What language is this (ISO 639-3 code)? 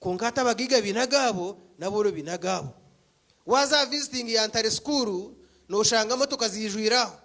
nyn